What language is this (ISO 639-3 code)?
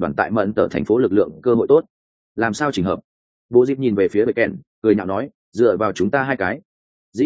vie